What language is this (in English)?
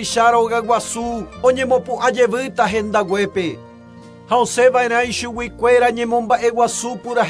Guarani